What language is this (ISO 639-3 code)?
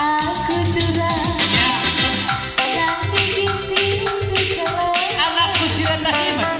btx